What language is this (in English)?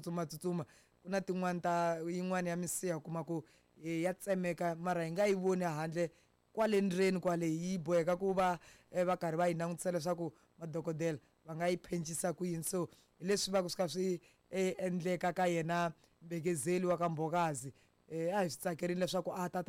Tsonga